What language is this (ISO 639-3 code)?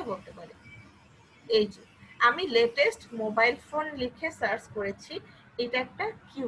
ben